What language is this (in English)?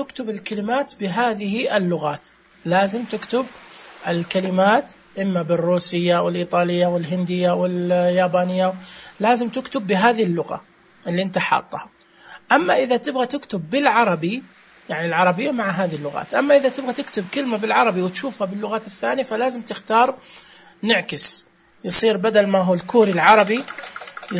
Najdi Arabic